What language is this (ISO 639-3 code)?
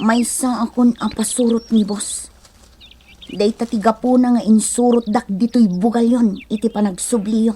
ilo